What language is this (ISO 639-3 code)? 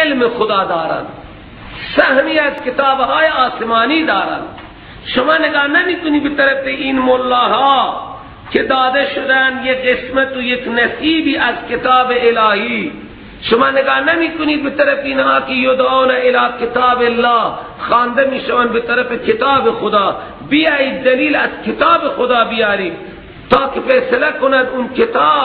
fas